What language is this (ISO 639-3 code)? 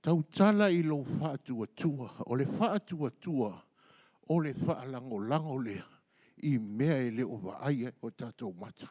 smo